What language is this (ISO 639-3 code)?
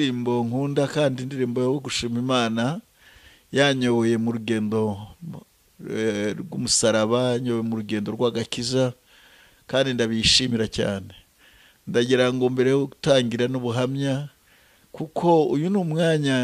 kin